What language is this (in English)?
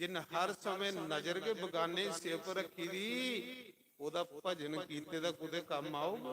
Dogri